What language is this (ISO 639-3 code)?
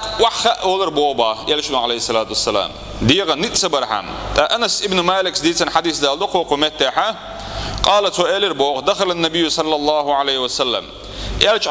che